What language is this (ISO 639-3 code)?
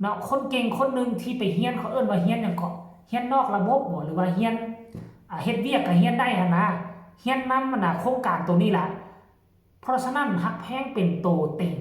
tts